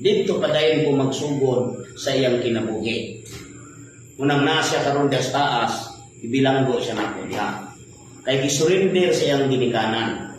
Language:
Cebuano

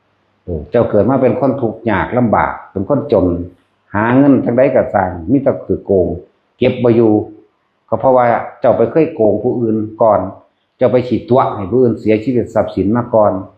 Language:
Northeastern Thai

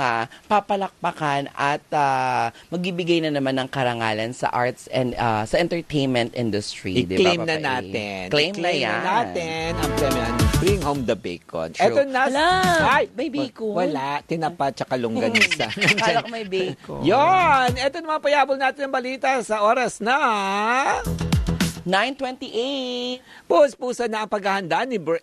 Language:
Filipino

